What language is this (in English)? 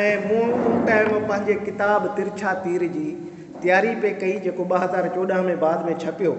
Sindhi